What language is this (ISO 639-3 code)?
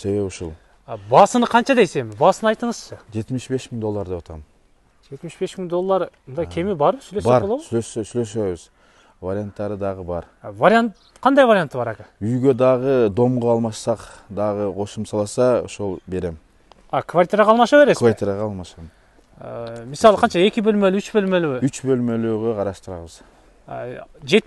kir